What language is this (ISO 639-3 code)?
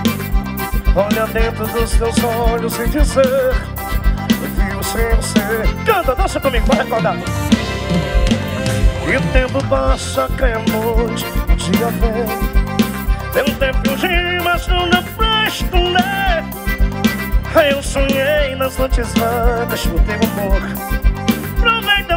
por